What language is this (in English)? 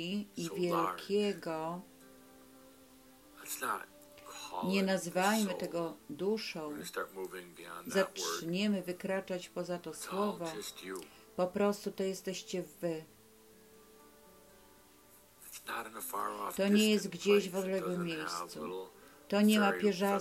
Polish